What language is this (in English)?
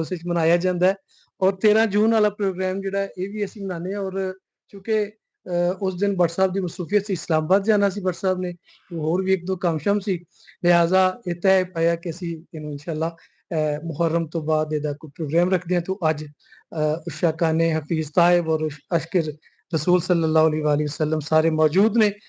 Western Panjabi